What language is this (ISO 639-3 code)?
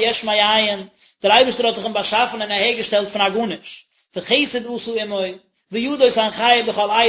yid